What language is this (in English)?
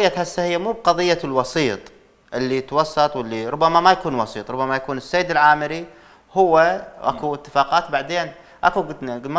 Mesopotamian Arabic